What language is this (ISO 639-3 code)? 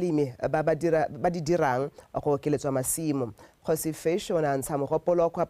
tsn